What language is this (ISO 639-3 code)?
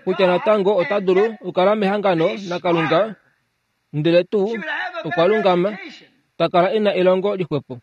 kua